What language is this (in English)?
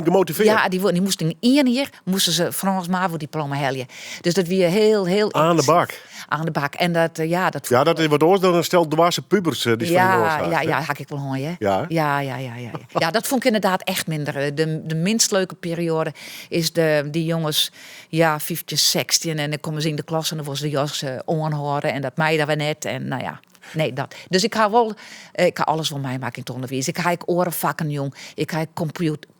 Western Frisian